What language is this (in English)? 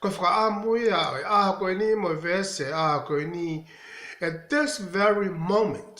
Tongan